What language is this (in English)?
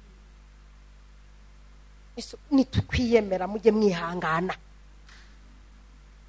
Kinyarwanda